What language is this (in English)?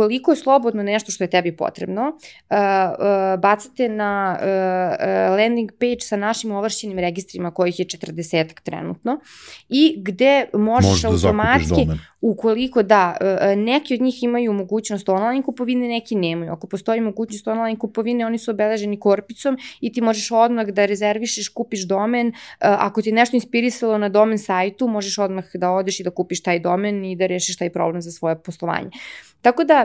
Serbian